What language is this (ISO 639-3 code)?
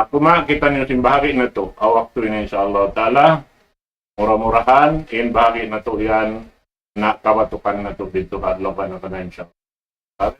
tsg